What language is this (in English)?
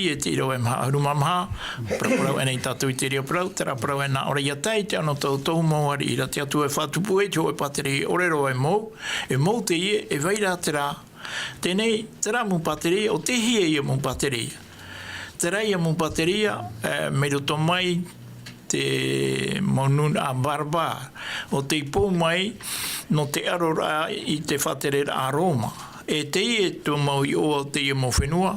Tahitian